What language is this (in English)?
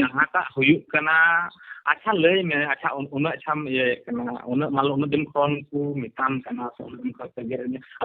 Santali